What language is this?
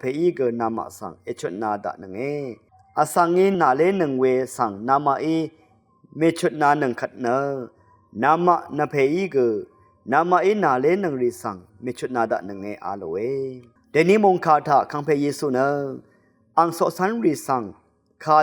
Rawang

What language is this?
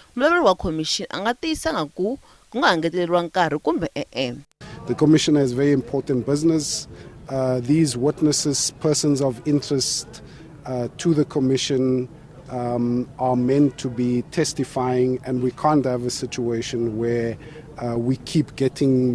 Tsonga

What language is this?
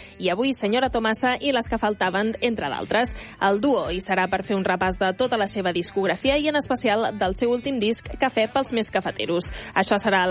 Catalan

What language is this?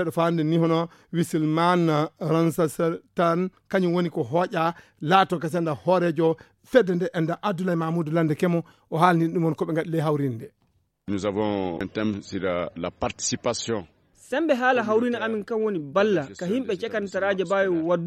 Fula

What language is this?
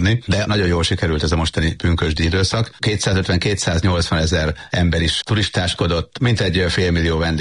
Hungarian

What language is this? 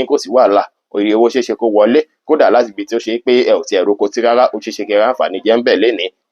Yoruba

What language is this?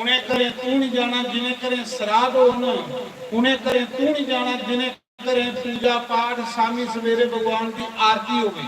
Dogri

